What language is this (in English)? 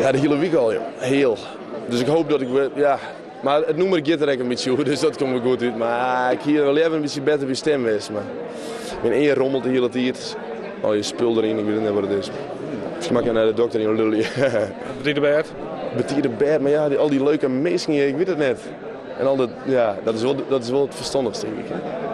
Western Frisian